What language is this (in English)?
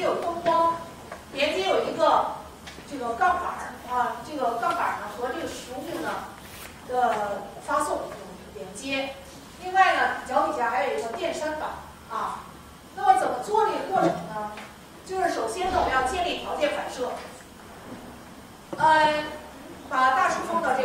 Chinese